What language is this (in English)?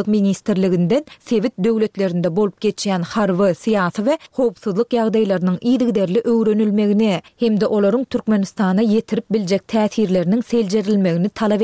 Turkmen